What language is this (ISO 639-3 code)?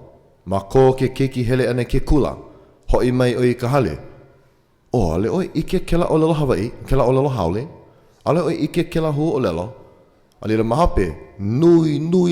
haw